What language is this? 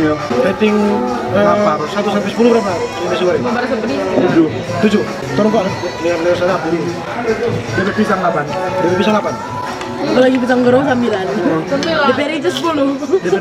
Manado Malay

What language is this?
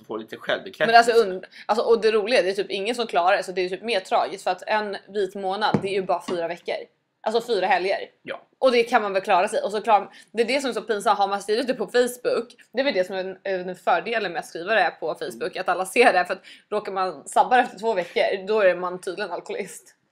Swedish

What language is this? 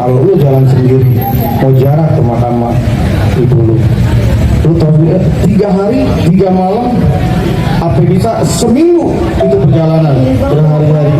Betawi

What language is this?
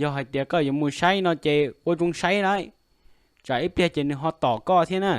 Hmong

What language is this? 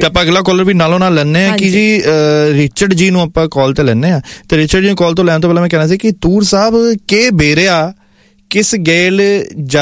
Punjabi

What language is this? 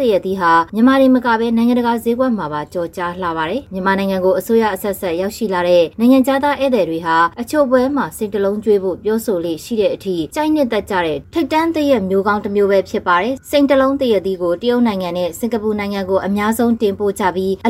Burmese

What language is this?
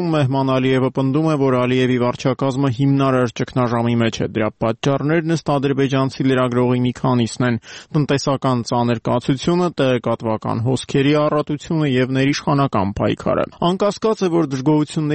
Armenian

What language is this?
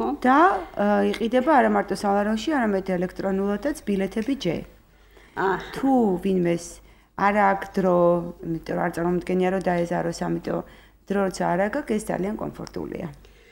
Georgian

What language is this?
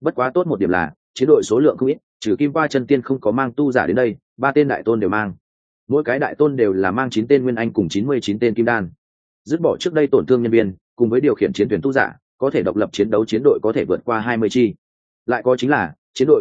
Vietnamese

